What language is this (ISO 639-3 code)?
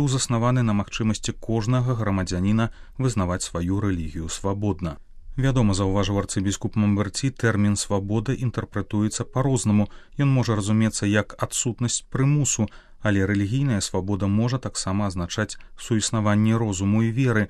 bel